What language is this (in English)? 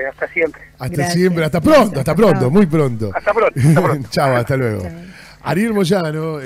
Spanish